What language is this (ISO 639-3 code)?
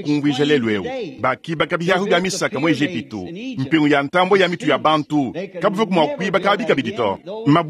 lua